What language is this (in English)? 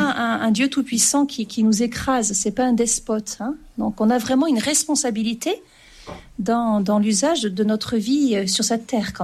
French